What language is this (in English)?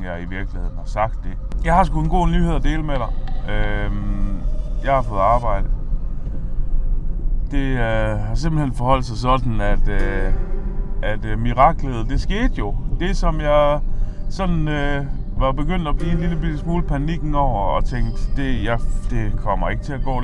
Danish